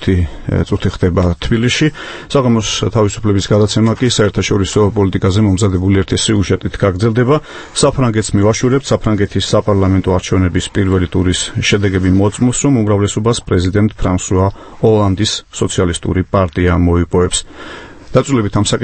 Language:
Georgian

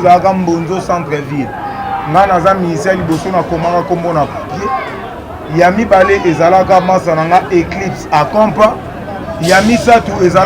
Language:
Lingala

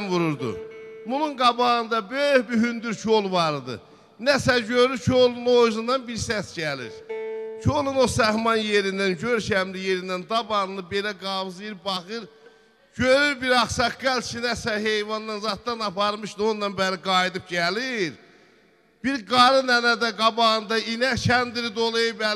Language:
South Azerbaijani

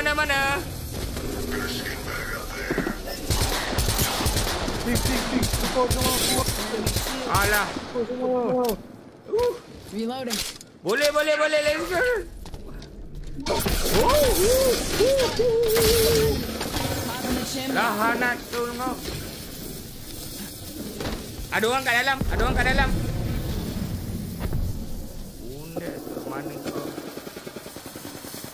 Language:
Malay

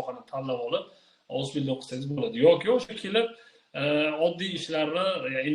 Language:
Uzbek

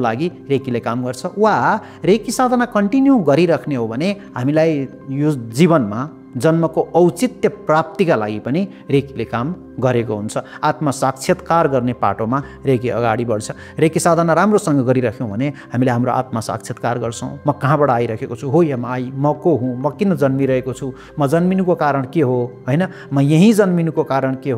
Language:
Nepali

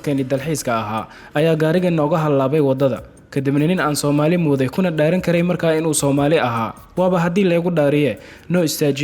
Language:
Somali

